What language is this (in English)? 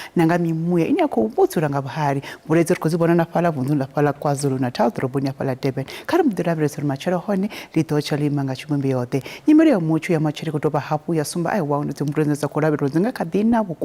Venda